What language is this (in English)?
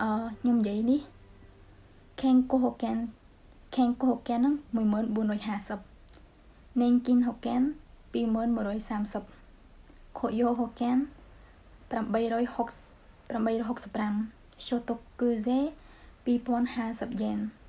Khmer